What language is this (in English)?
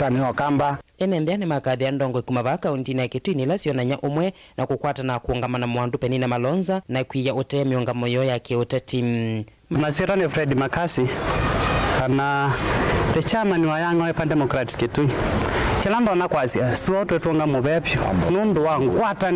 Kamba